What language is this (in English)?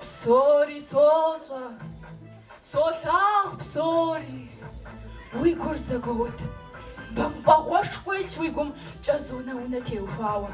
Kabardian